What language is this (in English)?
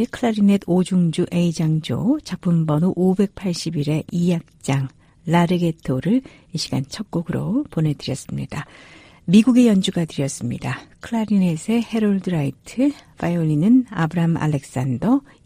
Korean